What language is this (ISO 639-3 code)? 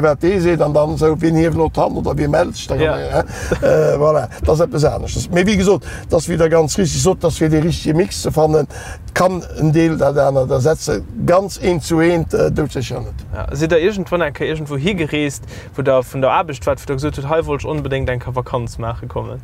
ltz